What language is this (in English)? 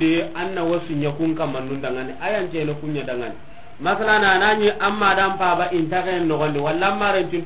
Soninke